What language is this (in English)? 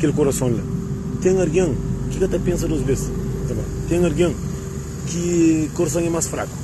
Kabuverdianu